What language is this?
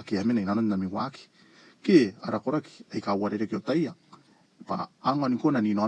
Gilbertese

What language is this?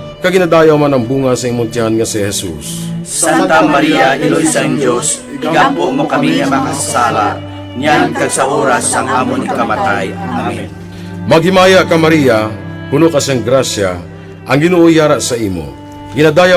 Hiligaynon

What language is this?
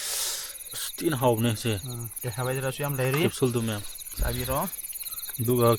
Manipuri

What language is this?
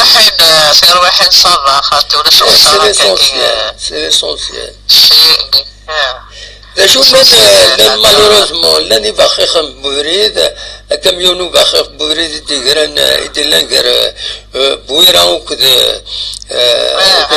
Kabyle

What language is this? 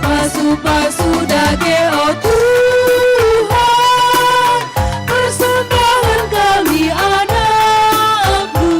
Batak Karo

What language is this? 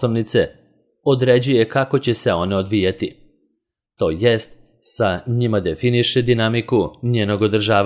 Serbian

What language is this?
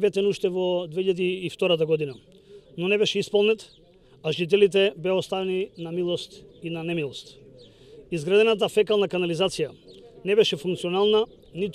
Macedonian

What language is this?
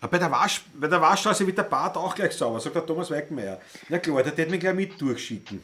Bavarian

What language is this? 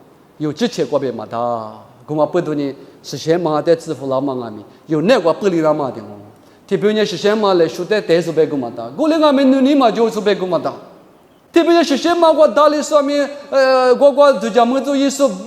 Lisu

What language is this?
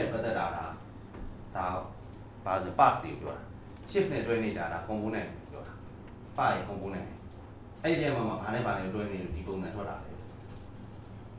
Burmese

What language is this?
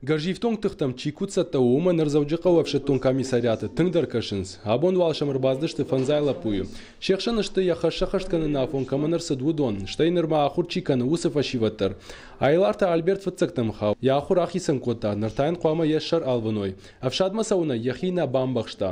Ossetic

